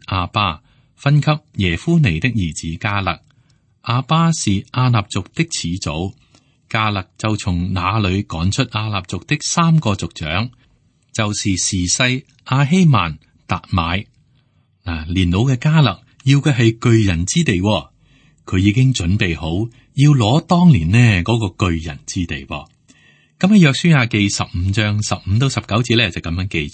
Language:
Cantonese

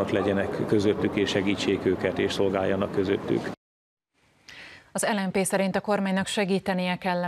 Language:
Hungarian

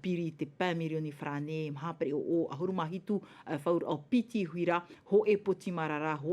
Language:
Tahitian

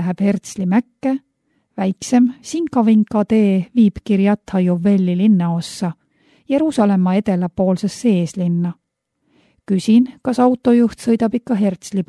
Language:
Estonian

